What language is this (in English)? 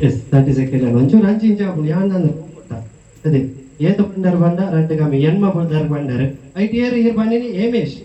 Tulu